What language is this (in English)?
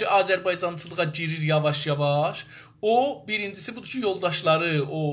South Azerbaijani